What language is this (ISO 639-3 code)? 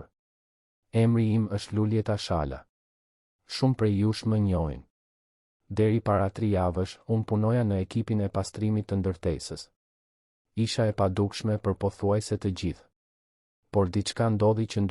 sqi